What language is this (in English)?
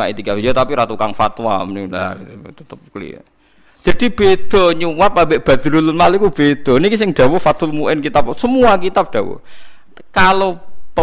Javanese